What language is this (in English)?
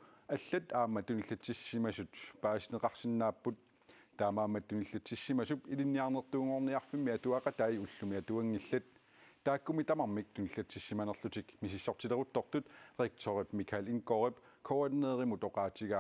Kalaallisut